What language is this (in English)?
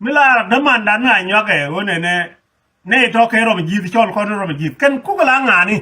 Nuer